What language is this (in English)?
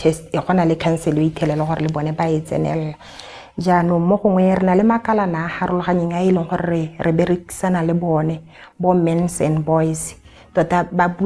Tswana